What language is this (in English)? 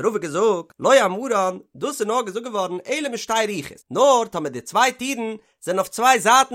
Yiddish